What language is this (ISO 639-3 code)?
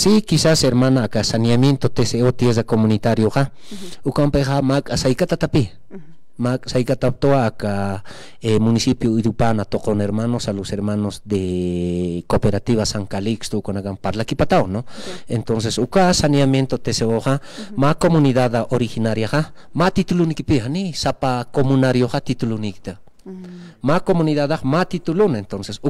aym